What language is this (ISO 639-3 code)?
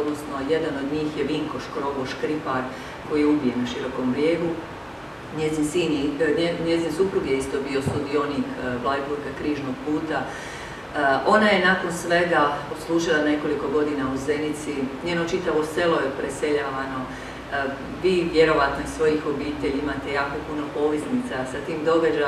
hrv